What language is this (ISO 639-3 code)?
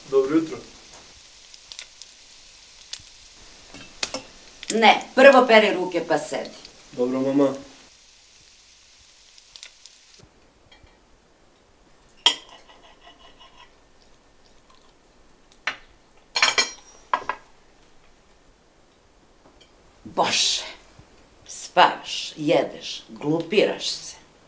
srp